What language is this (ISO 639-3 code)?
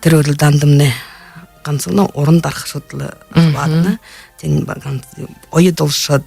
bua